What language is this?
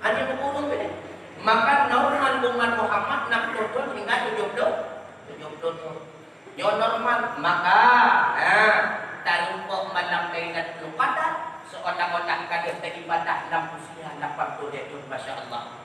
Achinese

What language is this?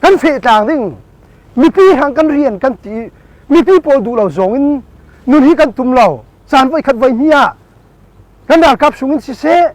Falam Chin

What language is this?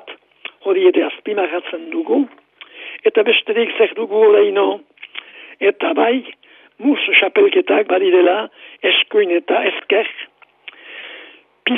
Basque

